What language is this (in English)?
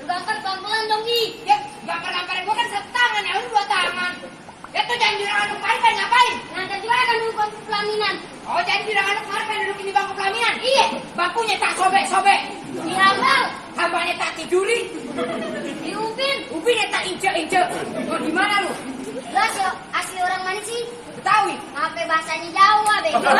Betawi